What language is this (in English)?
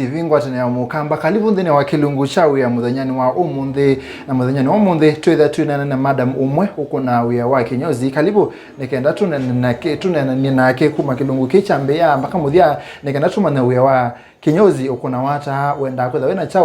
Kamba